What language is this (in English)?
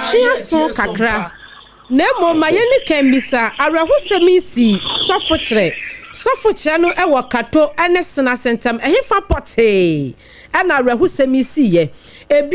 Akan